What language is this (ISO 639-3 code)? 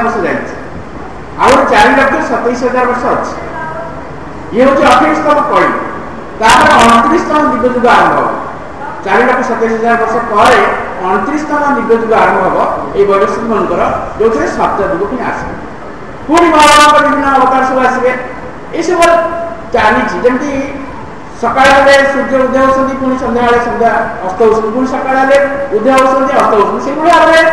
ori